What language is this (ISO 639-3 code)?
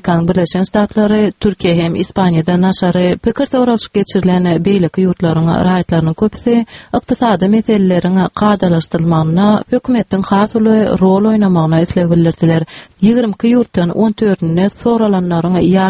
tuk